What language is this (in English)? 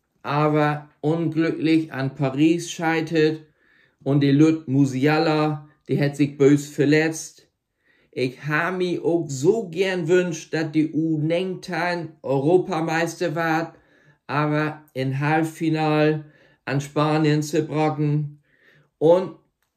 Low German